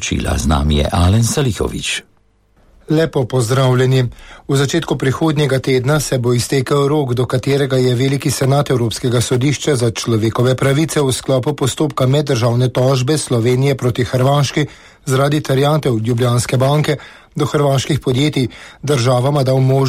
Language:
Slovenian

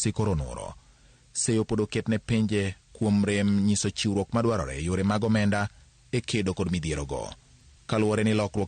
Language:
Luo (Kenya and Tanzania)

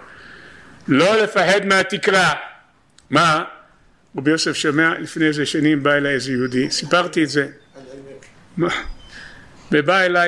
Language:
Hebrew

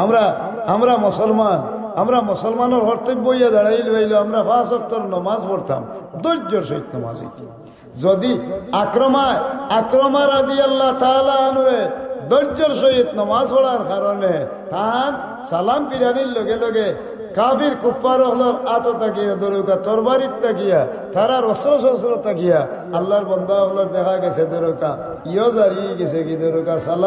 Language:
Sylheti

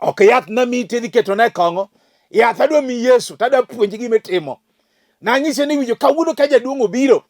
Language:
Luo (Kenya and Tanzania)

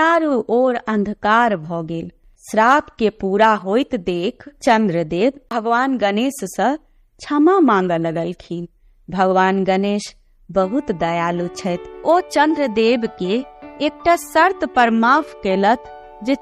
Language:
Maithili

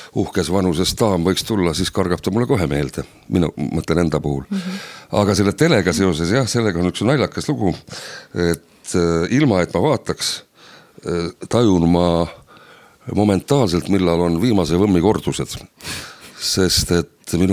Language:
Estonian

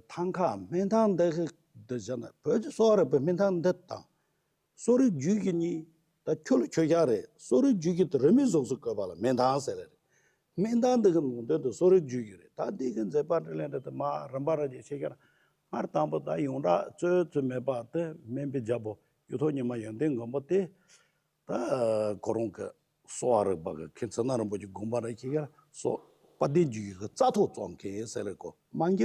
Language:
Tibetan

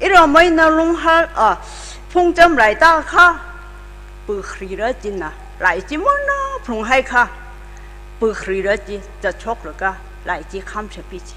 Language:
Tangkhul Naga (India)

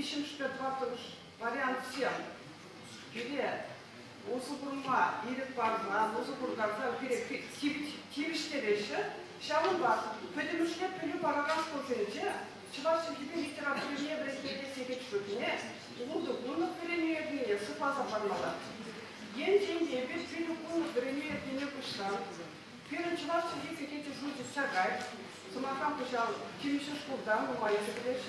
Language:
Chuvash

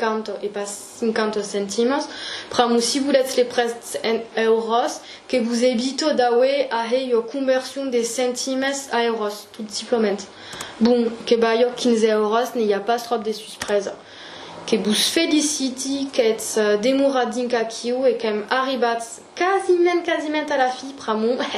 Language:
Occitan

